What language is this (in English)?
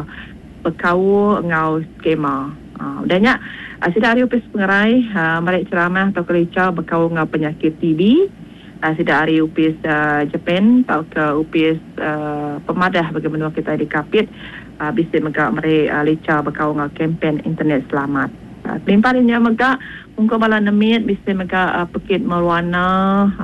Iban